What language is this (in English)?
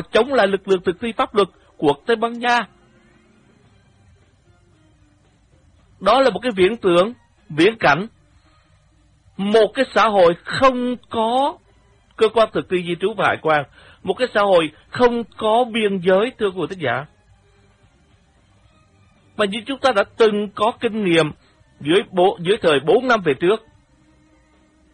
Vietnamese